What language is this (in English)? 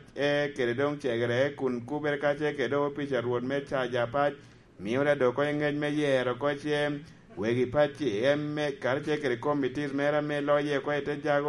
Lango (Uganda)